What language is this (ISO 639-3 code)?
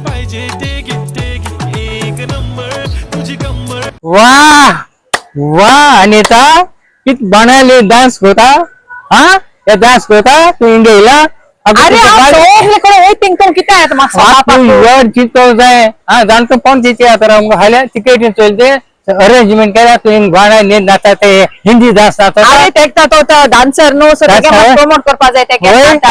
kok